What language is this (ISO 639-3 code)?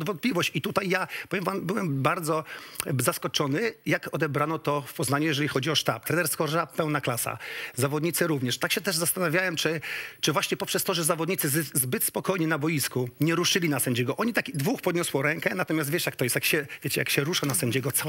pol